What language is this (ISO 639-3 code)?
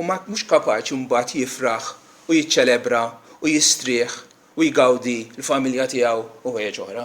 mlt